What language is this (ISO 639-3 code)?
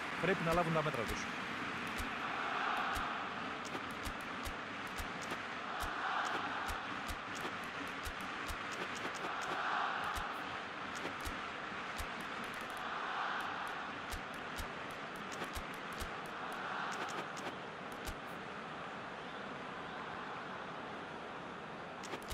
ell